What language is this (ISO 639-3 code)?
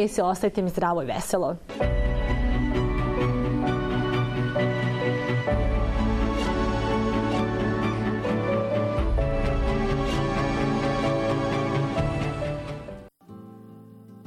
bos